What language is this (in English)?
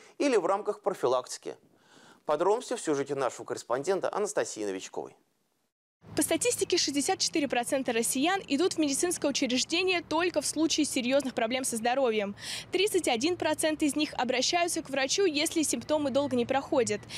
Russian